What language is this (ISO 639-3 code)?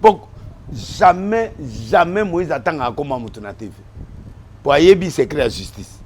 lin